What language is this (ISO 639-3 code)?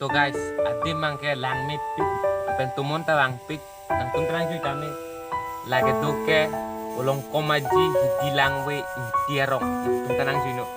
mjw